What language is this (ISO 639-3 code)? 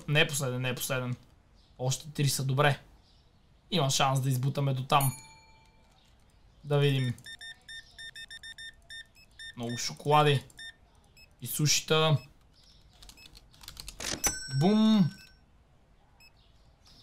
bul